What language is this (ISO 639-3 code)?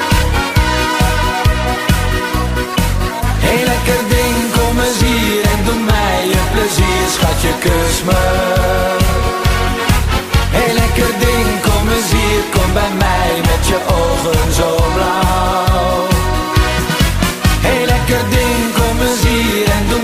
nld